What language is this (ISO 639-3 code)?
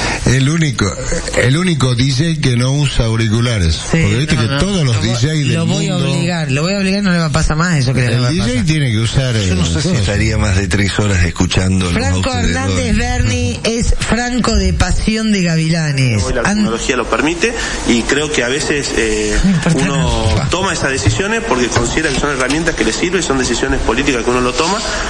spa